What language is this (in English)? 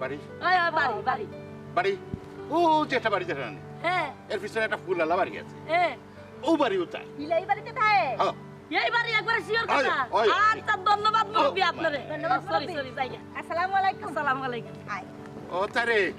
Sylheti